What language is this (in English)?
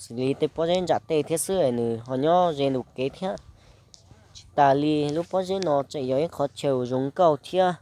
Hmong